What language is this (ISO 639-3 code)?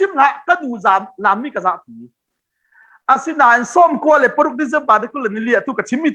cnh